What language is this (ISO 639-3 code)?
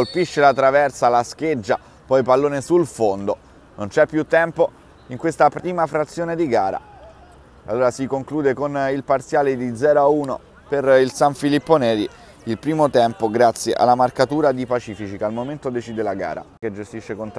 ita